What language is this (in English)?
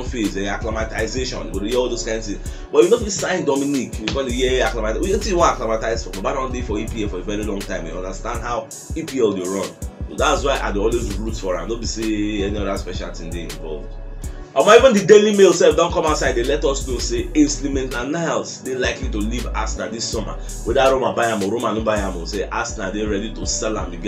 Nigerian Pidgin